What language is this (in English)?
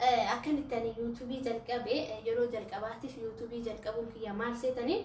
Oromo